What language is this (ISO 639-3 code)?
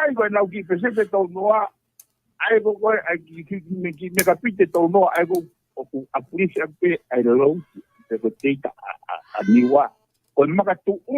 ton